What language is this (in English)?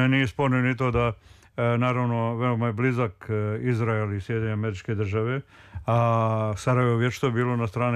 Serbian